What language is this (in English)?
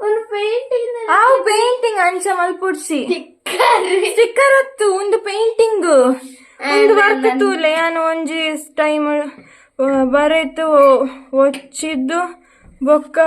Tulu